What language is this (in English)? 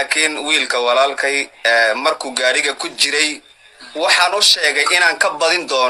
Somali